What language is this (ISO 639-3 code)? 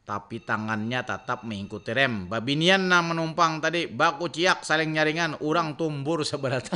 bjn